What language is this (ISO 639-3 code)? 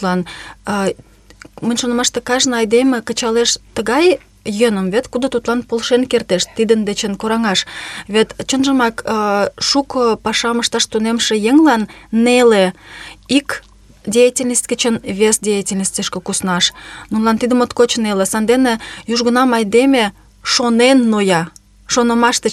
chm